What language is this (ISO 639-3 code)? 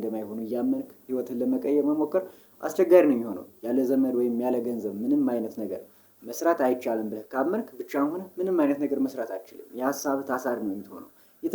amh